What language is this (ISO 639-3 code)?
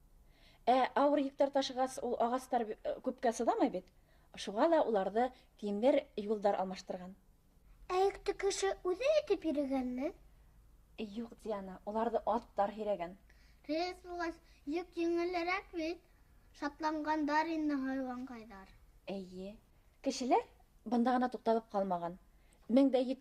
bak